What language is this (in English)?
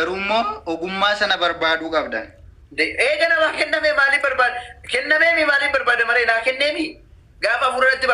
Oromo